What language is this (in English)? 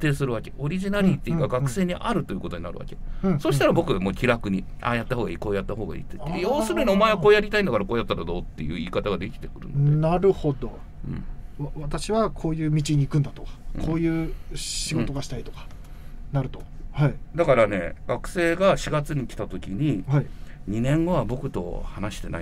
Japanese